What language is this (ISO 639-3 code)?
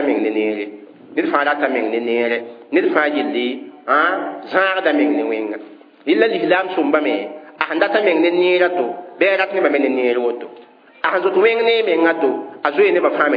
mos